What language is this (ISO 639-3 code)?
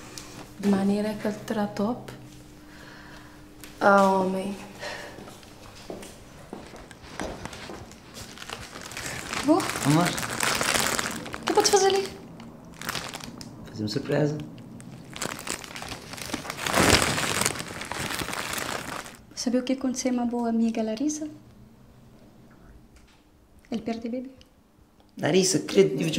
por